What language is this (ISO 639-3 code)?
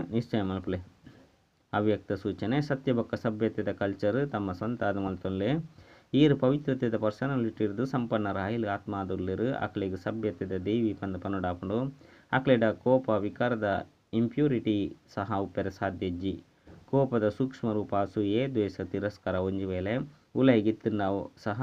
tcy